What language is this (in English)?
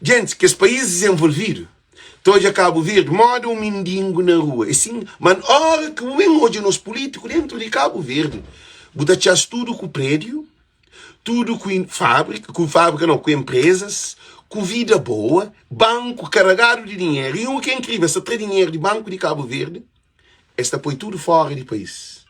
Kabuverdianu